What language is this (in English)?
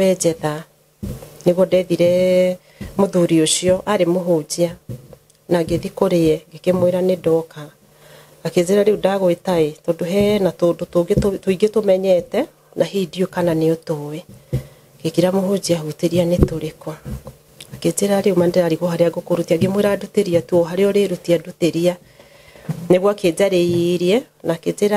Kikuyu